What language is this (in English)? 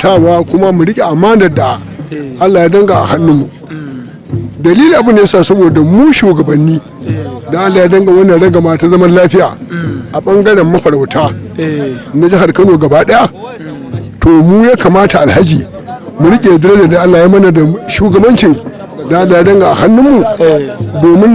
Hausa